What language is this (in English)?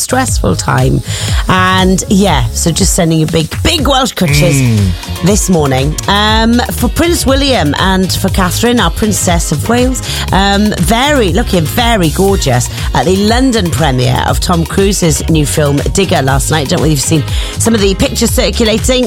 English